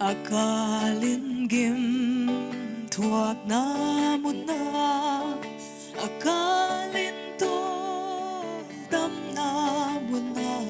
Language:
Paite Chin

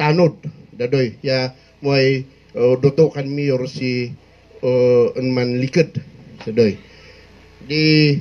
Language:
Kankanaey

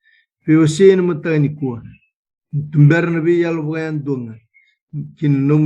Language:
Fijian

